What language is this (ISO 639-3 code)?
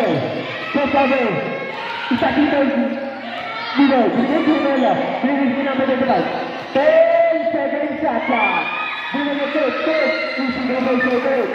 fil